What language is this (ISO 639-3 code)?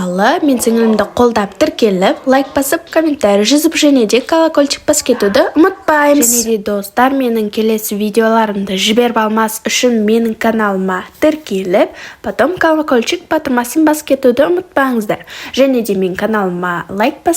kaz